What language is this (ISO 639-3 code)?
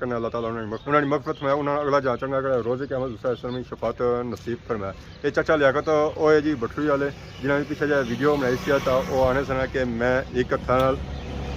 phr